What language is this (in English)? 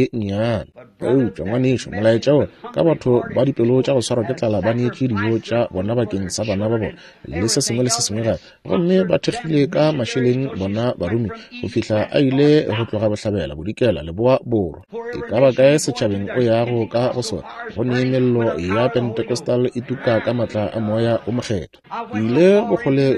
Northern Sotho